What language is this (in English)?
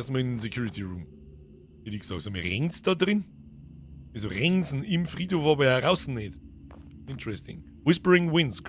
Bavarian